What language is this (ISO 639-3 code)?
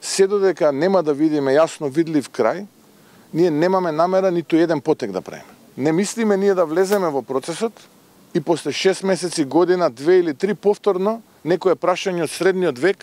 mkd